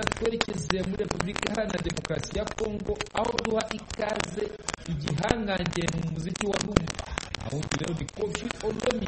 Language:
Kinyarwanda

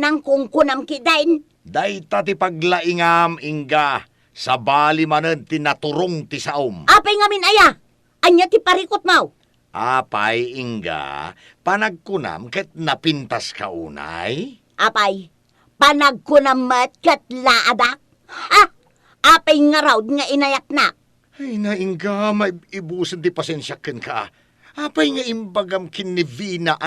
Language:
Iloko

